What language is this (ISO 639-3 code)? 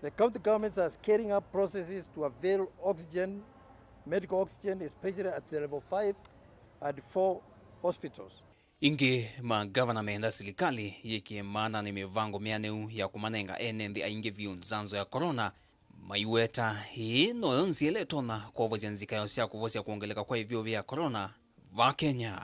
kam